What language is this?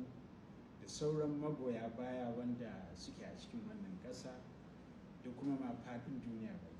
Hausa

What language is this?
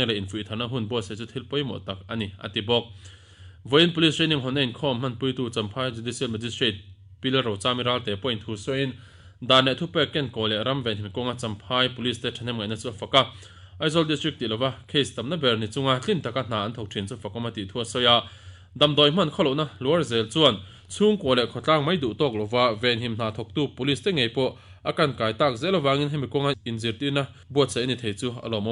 Mizo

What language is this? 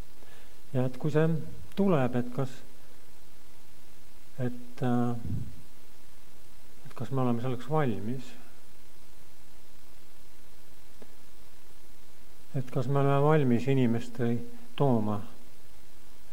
Estonian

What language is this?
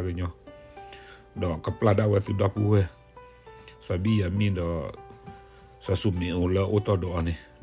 S'gaw Karen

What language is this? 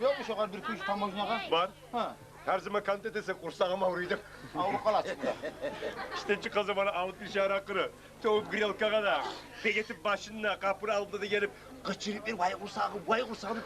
Kumyk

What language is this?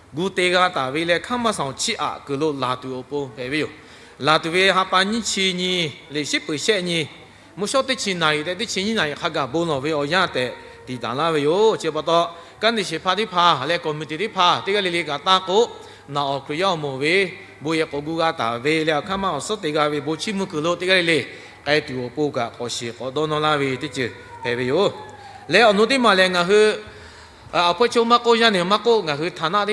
Lahu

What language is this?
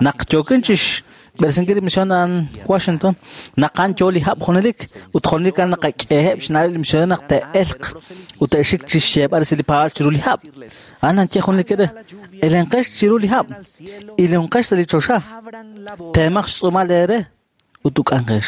Kekchí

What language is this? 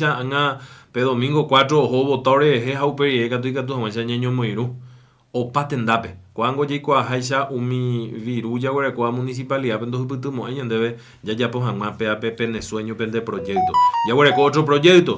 Guarani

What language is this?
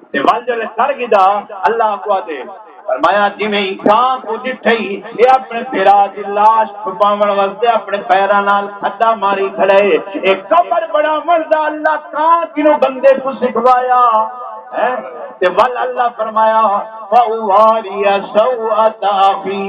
Saraiki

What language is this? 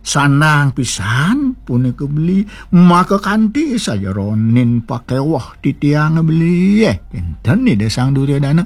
Balinese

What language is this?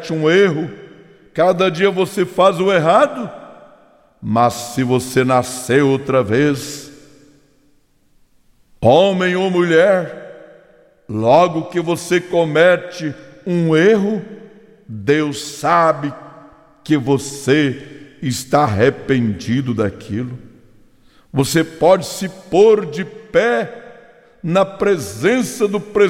Portuguese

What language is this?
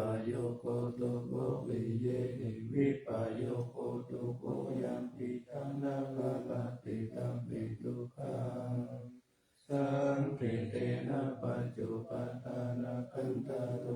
Pali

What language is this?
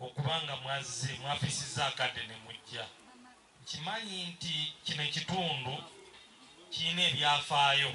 Ganda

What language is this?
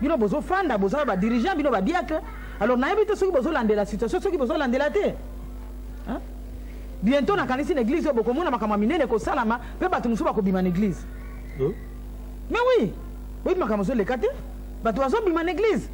Lingala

